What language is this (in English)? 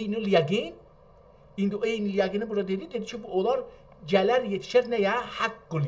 South Azerbaijani